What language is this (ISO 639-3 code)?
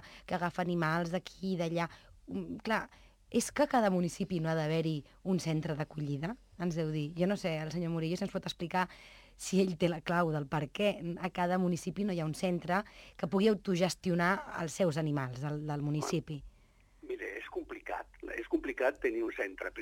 cat